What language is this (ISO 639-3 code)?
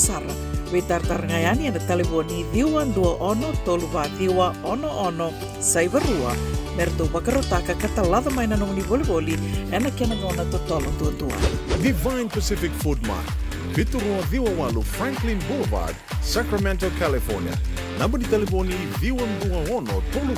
fij